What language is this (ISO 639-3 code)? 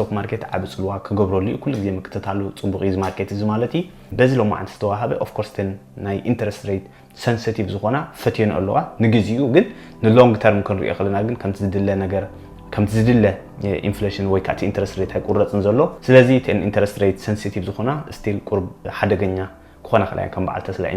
tir